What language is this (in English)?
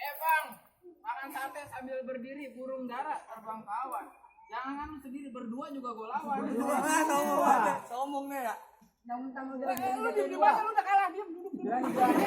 Betawi